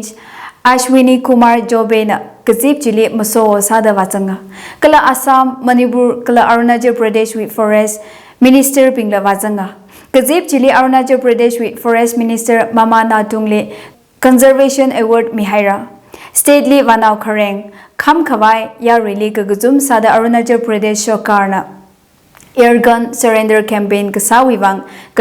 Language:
Tangkhul Naga (India)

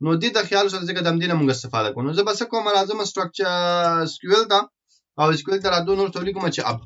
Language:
Pashto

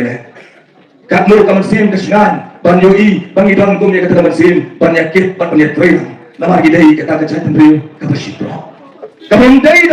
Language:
Khasi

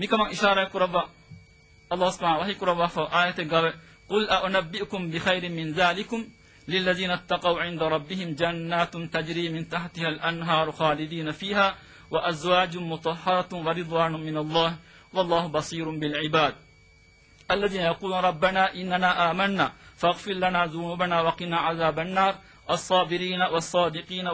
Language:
Divehi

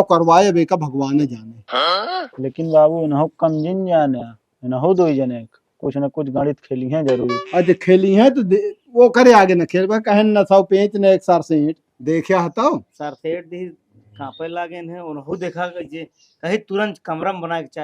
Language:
Awadhi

